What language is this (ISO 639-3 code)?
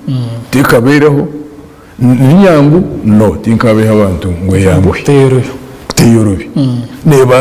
nyn